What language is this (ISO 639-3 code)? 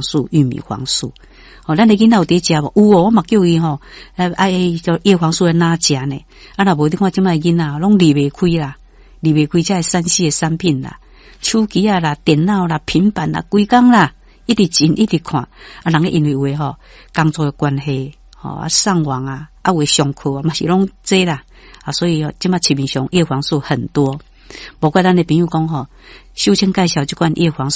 nan